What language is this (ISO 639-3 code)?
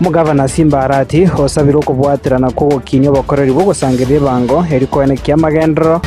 guz